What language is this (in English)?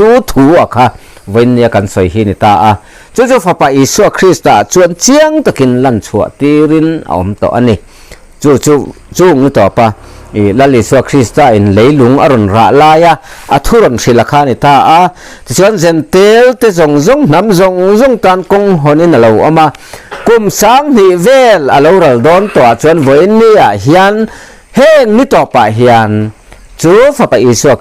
Mizo